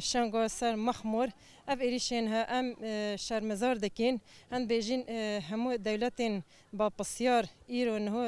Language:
Kurdish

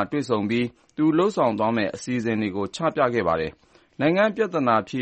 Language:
Burmese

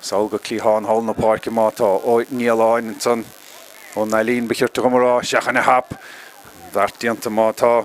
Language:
Irish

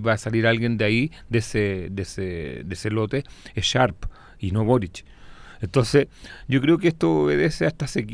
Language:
Spanish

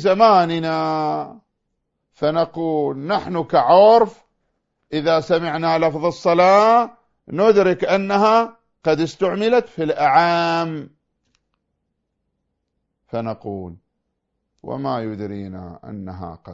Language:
Arabic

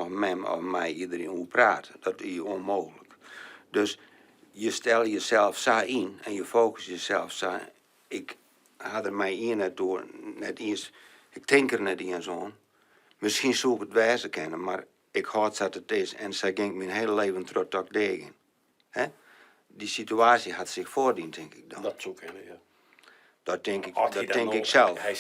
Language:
Western Frisian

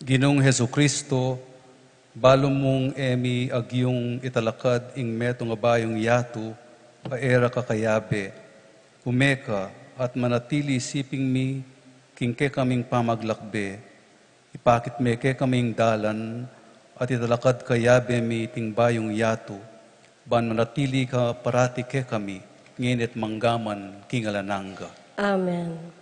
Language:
Pampanga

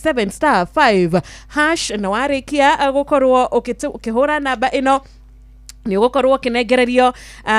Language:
Kikuyu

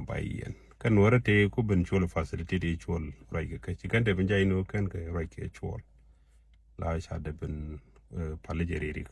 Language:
Nuer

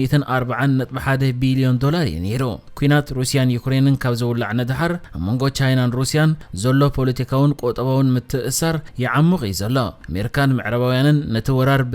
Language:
Tigrinya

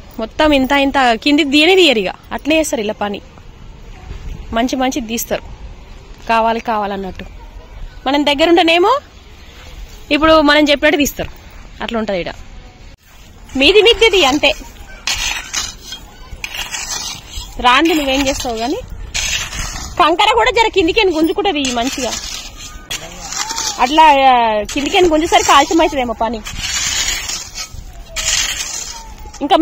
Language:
Telugu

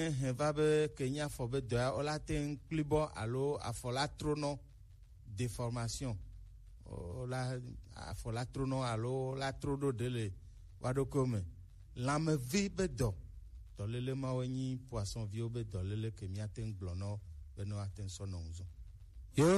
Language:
Gen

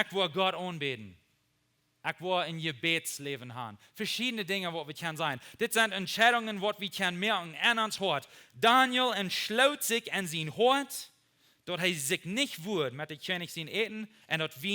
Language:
Plautdietsch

